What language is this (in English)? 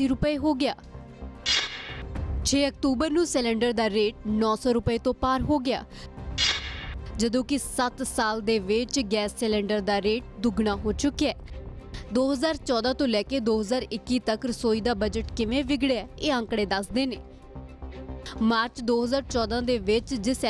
Punjabi